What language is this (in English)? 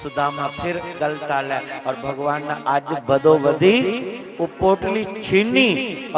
Dogri